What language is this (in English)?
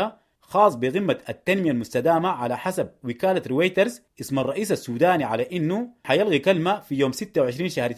Sudanese Arabic